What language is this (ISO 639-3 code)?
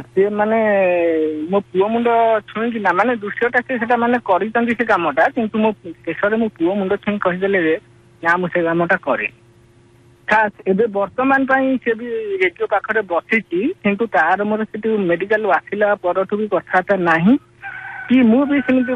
ori